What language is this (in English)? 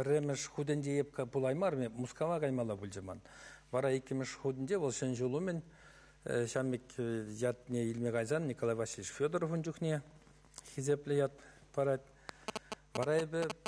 Chuvash